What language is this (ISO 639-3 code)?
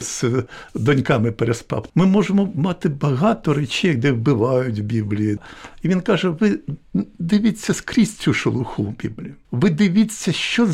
ukr